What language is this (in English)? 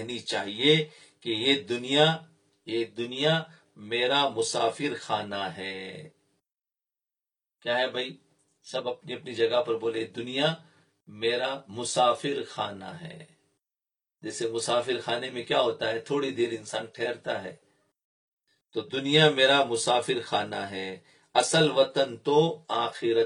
Urdu